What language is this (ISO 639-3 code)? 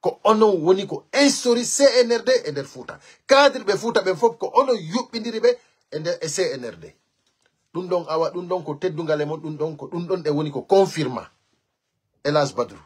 ful